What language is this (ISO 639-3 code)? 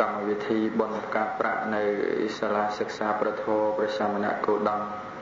khm